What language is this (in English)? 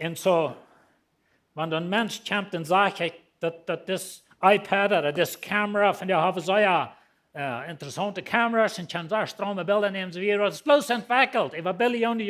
Plautdietsch